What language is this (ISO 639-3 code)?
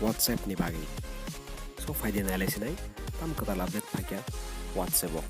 trp